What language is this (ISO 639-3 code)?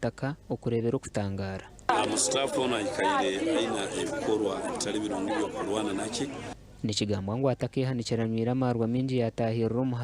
nyn